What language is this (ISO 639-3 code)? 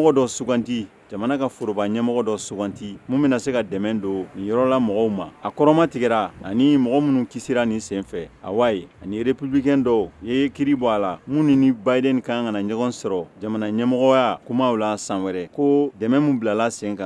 bam